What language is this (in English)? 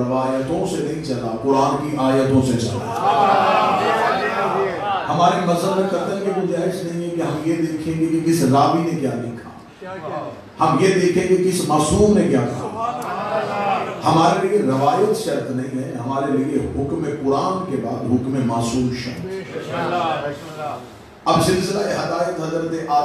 Urdu